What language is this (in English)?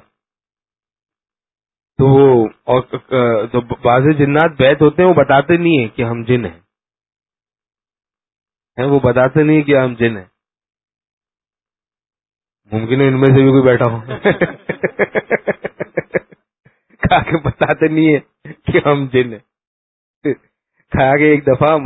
Urdu